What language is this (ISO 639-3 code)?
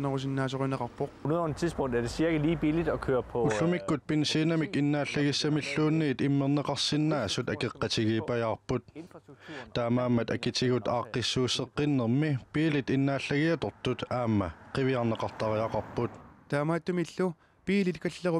kal